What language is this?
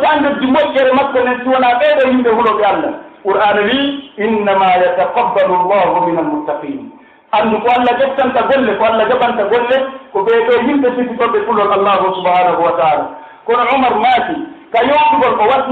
Pular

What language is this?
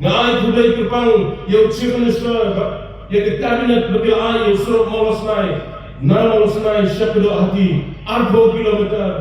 Khasi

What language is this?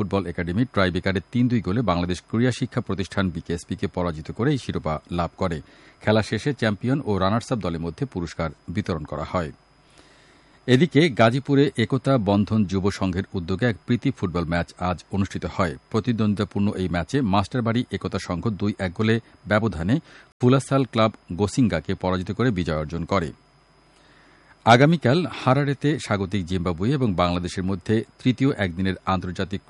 Bangla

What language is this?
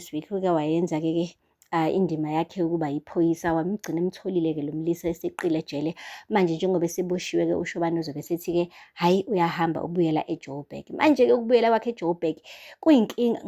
Zulu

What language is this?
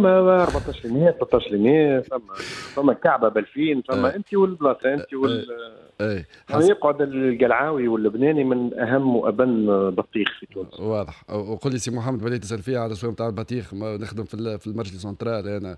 Tunisian Arabic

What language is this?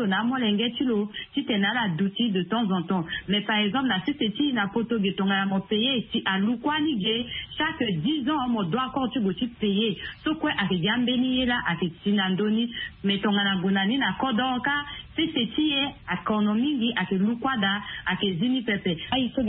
Sango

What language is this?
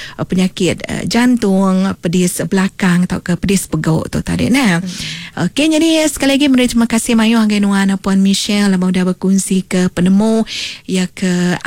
Iban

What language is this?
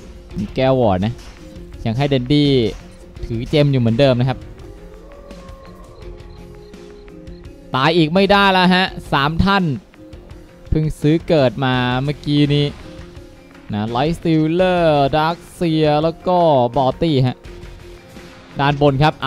Thai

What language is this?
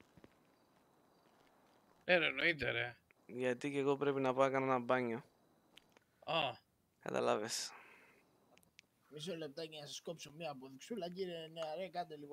Greek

